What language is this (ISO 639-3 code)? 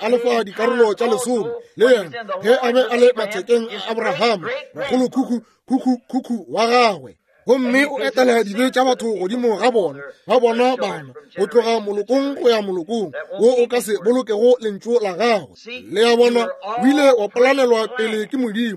nso